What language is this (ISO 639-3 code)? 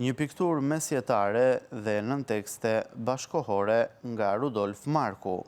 sqi